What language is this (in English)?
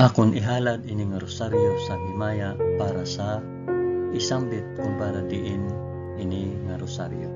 Hiligaynon